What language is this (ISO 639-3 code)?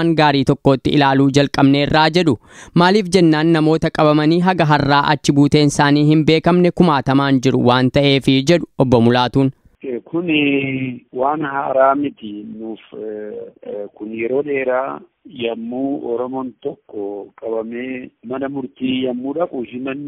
orm